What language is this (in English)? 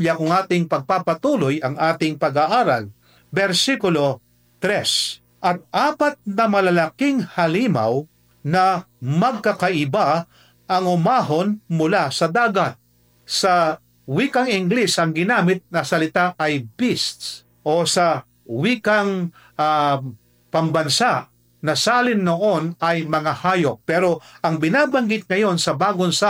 Filipino